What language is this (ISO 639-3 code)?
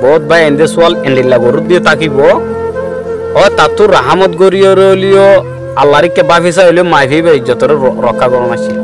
rhg